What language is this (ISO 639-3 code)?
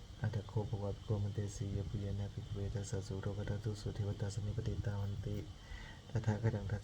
pli